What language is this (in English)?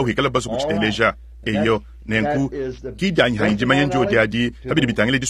Luba-Lulua